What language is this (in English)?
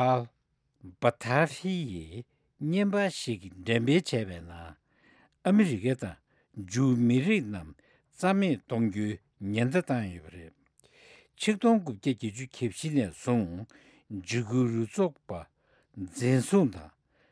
Tibetan